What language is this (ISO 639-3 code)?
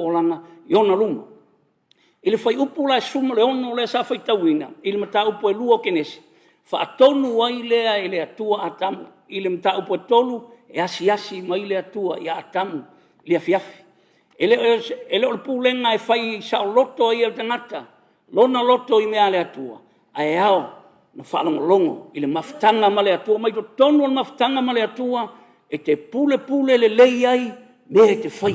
smo